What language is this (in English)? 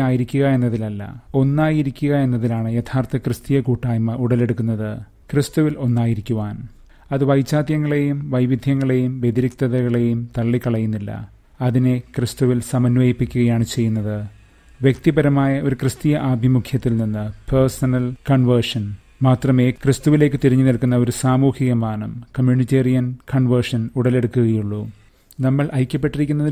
Malayalam